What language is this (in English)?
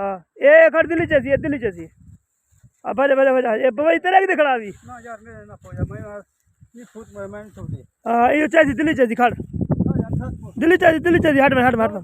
Saraiki